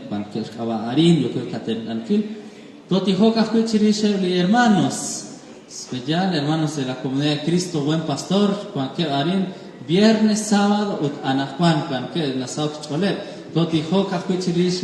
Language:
Kekchí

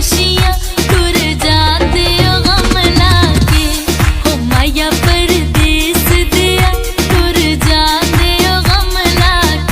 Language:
Pahari-Potwari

